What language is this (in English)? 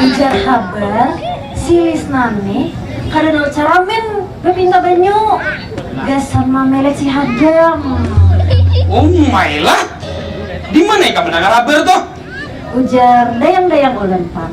Banjar